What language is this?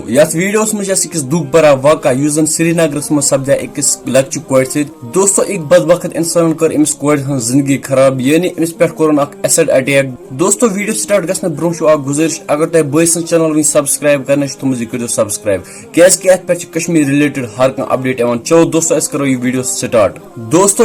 Kashmiri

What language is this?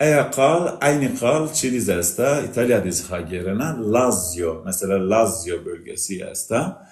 Zaza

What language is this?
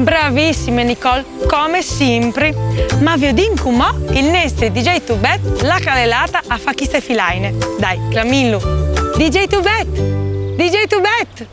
Friulian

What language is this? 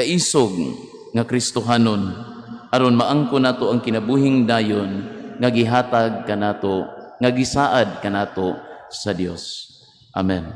Cebuano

